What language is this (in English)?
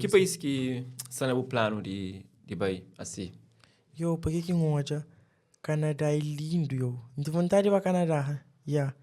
Kabuverdianu